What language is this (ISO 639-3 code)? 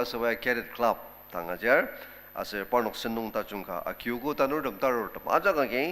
njo